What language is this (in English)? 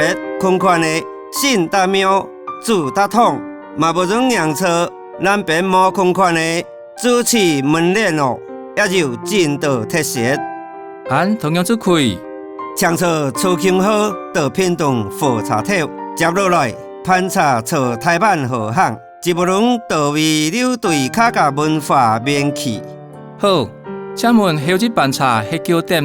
Hakka Chinese